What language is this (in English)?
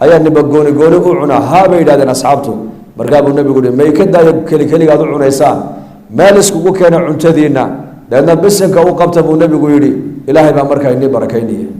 Somali